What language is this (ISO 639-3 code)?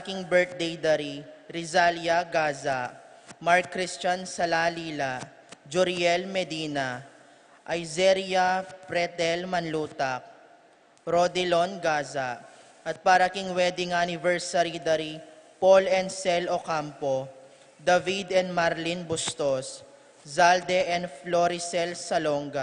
pam